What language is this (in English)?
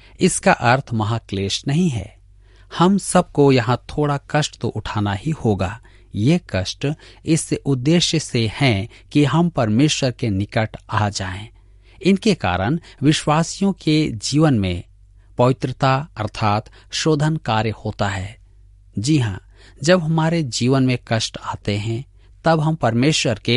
Hindi